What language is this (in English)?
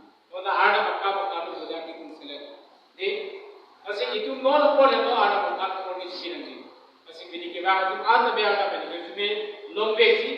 Karbi